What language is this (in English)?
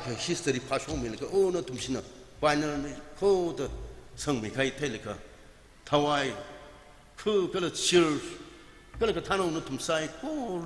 Tangkhul Naga (India)